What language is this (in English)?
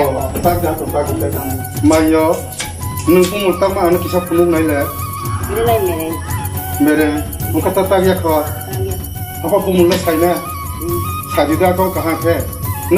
Kok Borok